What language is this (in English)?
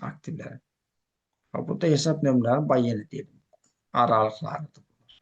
Azerbaijani